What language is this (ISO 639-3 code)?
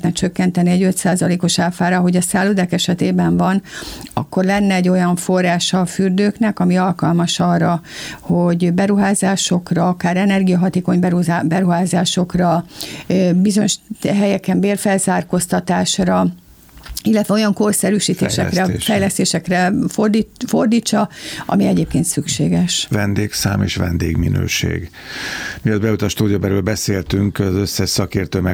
hun